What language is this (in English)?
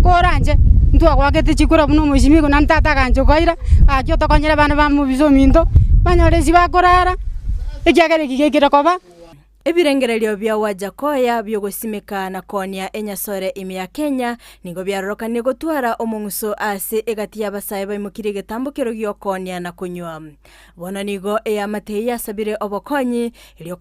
Gusii